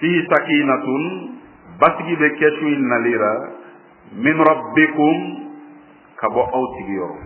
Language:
Bambara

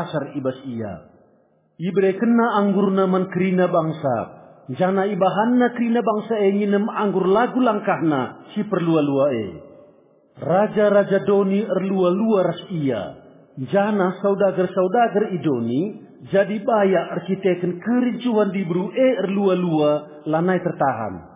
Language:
Batak Karo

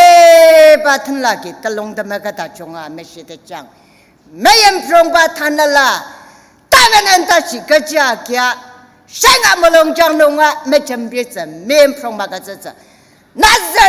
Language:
Ao Naga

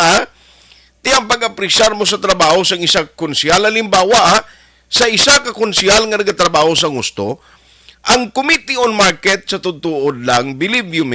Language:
Hiligaynon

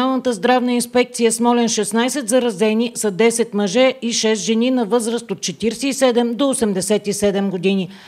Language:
Bulgarian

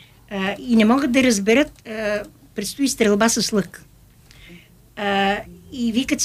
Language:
Bulgarian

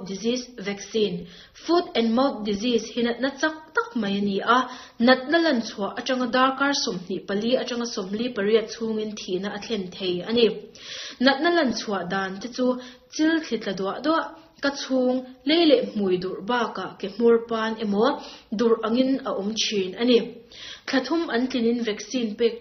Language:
Mizo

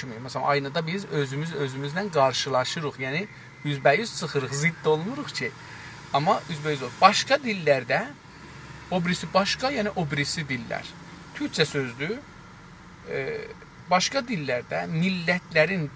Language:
South Azerbaijani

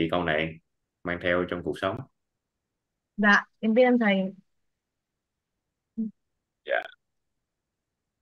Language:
Vietnamese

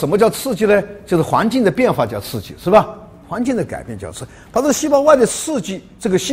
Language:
Chinese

